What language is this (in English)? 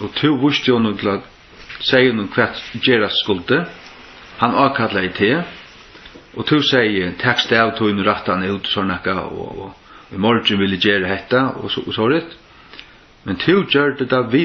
Faroese